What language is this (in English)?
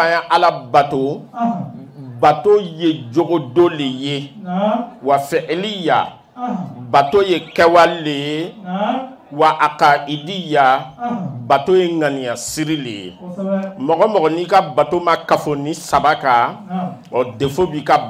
Bambara